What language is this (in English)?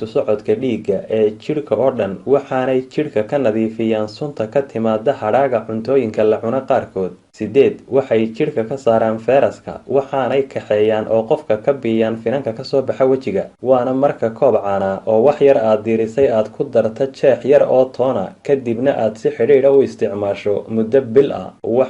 Somali